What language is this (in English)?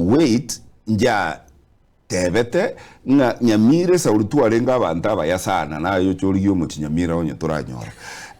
Gusii